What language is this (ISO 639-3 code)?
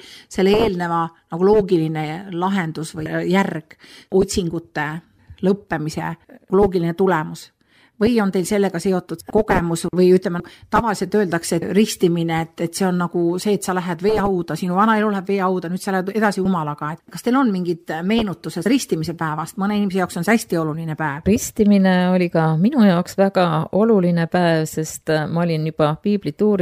est